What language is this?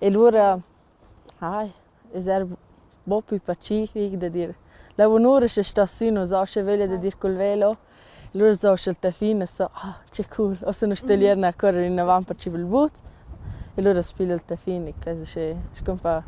Romansh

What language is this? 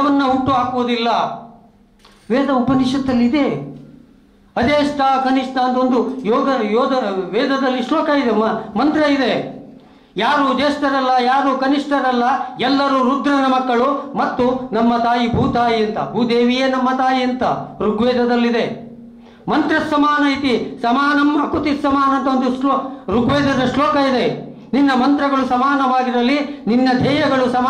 Kannada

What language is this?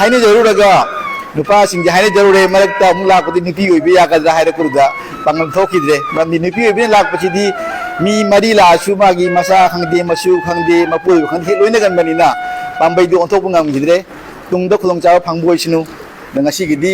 Manipuri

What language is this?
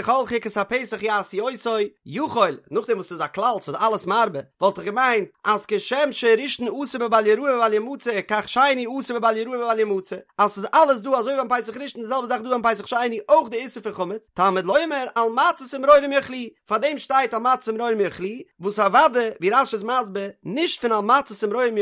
Yiddish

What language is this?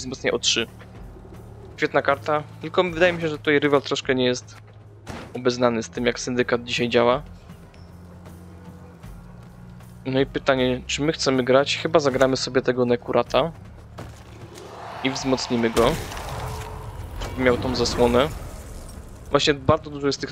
Polish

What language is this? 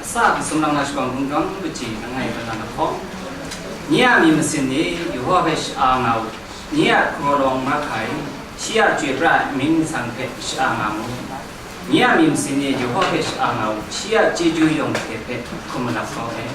Kachin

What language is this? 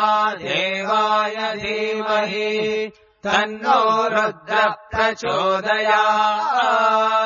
Sanskrit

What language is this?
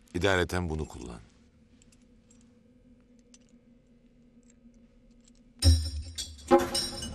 Turkish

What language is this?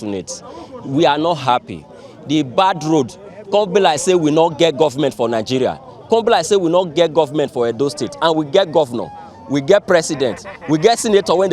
Nigerian Pidgin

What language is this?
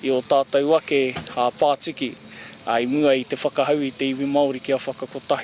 Māori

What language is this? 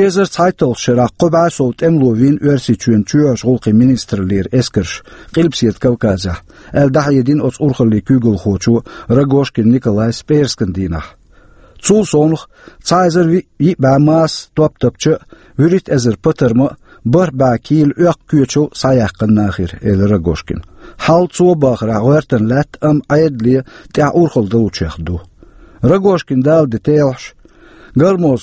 Chechen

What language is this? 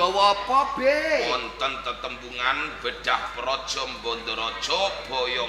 Javanese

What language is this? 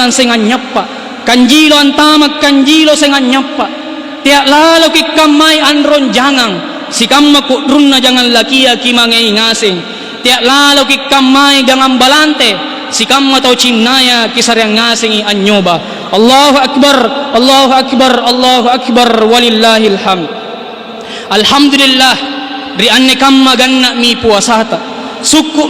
Makasar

